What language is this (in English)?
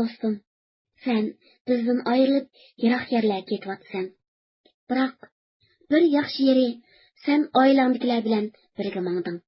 Uyghur